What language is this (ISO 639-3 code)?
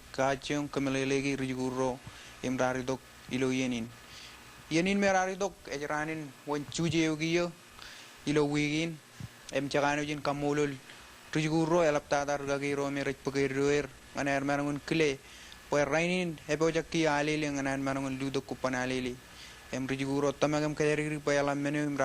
mah